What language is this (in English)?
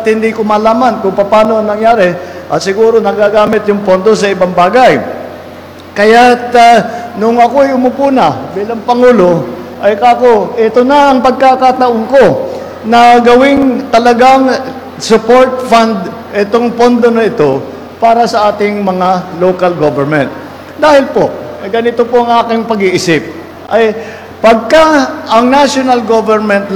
Filipino